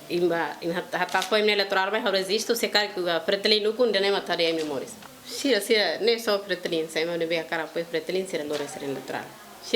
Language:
Tetum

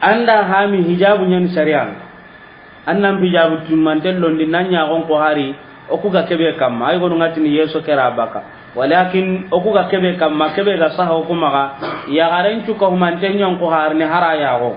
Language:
Soninke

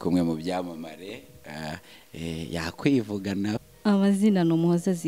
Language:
Kinyarwanda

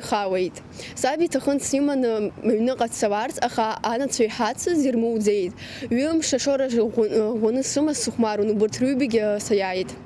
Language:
Abkhazian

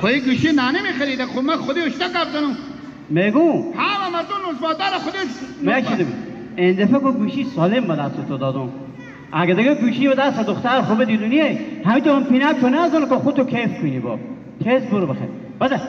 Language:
Hazaragi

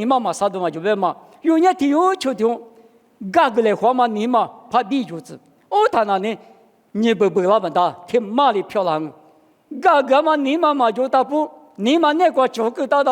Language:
Lisu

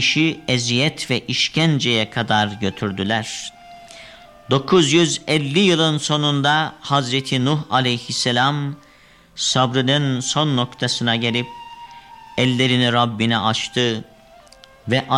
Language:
Turkish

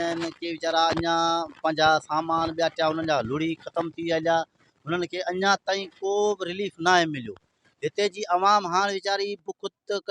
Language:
Sindhi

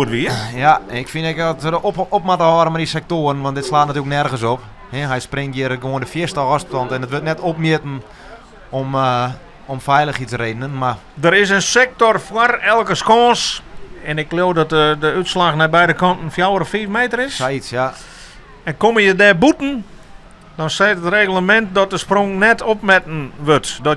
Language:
Western Frisian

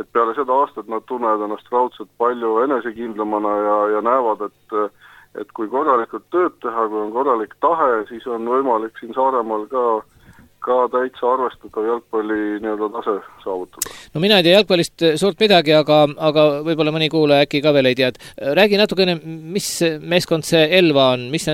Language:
Estonian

